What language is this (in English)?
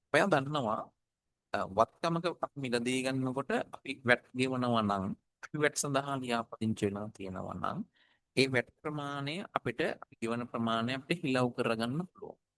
Sinhala